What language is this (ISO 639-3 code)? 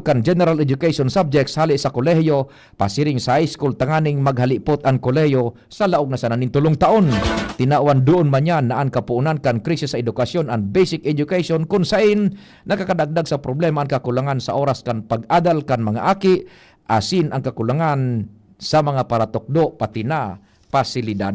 bik